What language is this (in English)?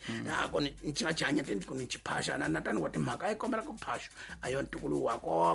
Tsonga